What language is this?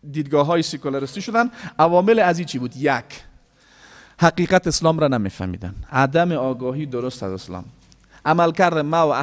Persian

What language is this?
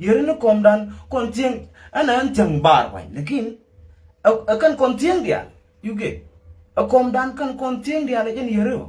Nuer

